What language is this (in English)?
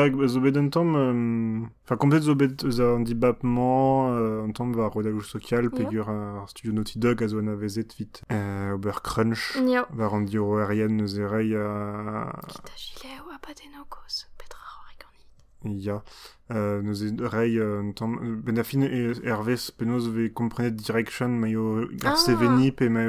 Breton